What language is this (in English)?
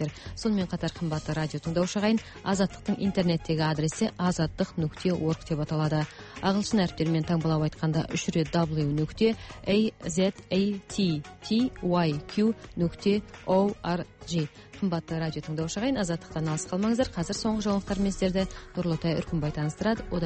Kazakh